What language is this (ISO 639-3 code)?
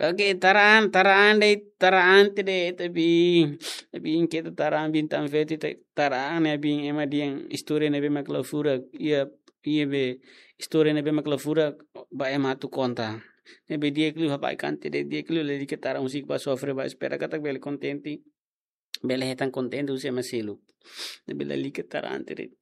tet